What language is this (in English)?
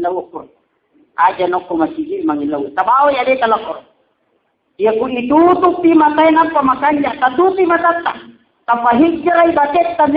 Buginese